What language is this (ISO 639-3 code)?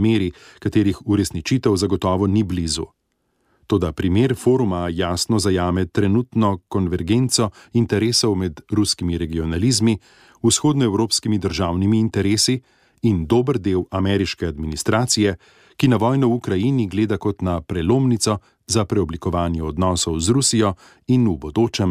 slv